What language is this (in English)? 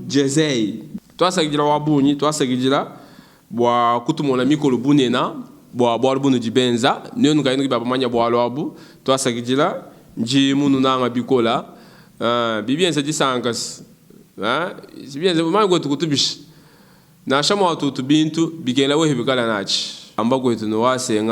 Luba-Lulua